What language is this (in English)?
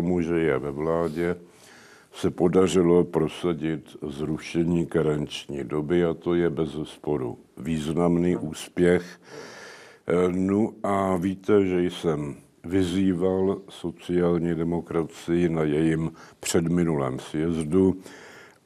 Czech